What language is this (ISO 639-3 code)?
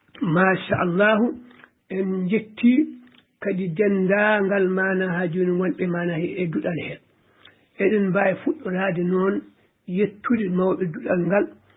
ful